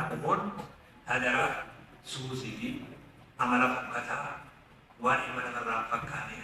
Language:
Oromo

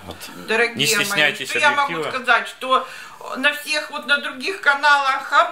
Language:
Russian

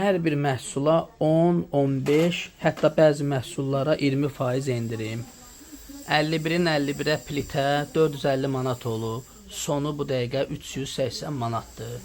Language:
Azerbaijani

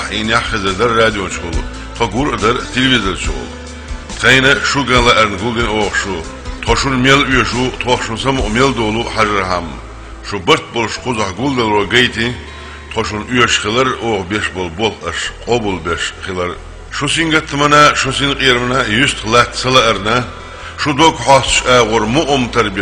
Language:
Chechen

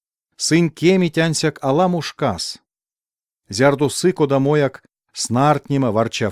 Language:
Erzya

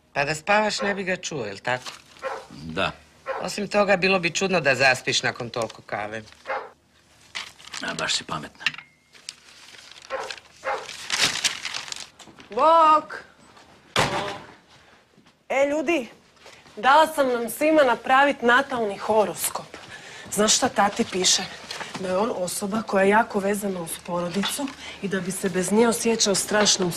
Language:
Croatian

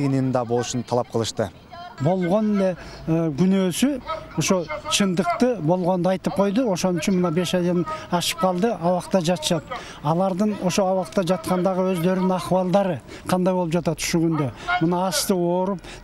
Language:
Kyrgyz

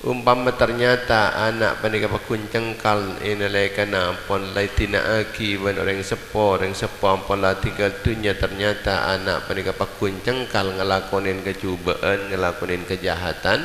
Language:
Madurese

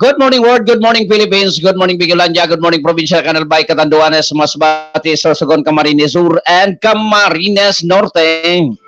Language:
Bikol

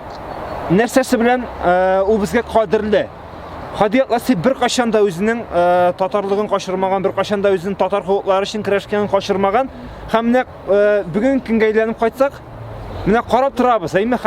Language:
Tatar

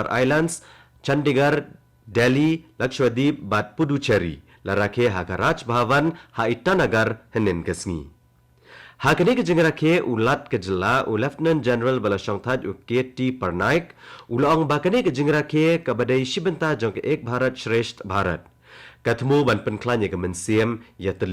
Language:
Khasi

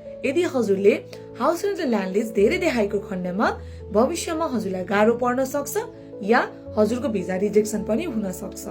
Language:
Nepali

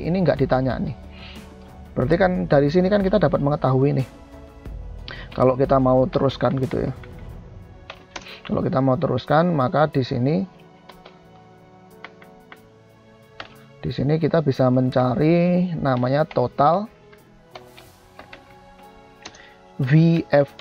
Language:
Indonesian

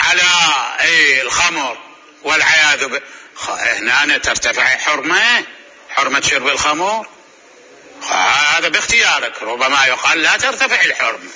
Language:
Mesopotamian Arabic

